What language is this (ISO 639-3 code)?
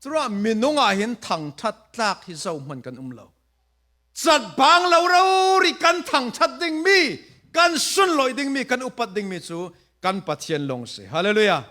cfm